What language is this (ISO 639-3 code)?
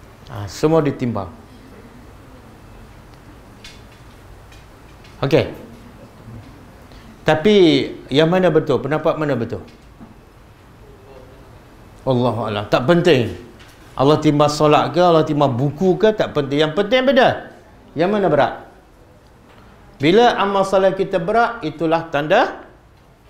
msa